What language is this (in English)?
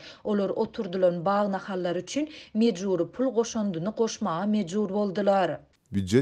Turkmen